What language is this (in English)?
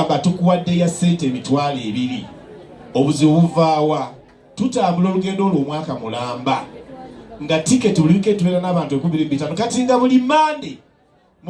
Ganda